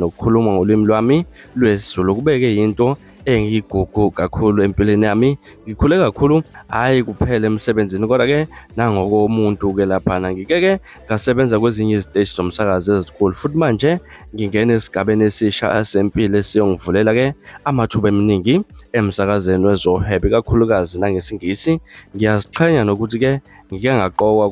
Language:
Zulu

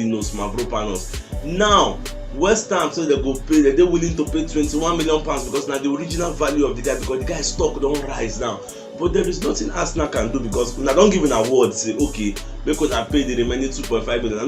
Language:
Nigerian Pidgin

